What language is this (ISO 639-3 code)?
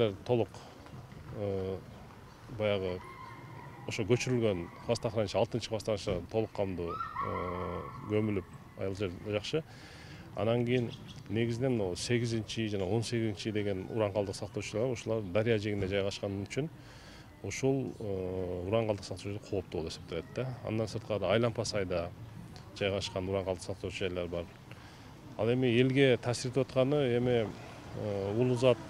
kir